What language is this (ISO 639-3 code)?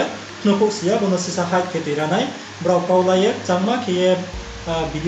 ria